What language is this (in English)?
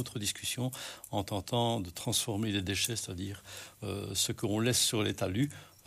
French